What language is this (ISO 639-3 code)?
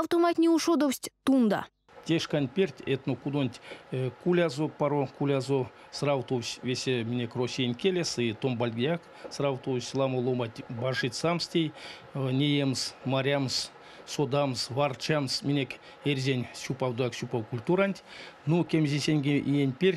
myv